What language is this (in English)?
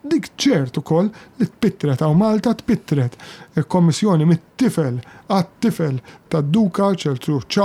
Maltese